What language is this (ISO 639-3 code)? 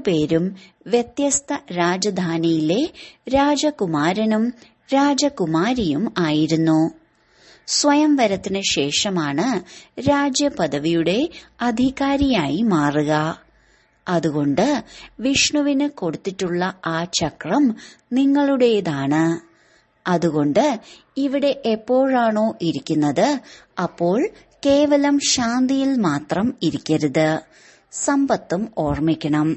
mal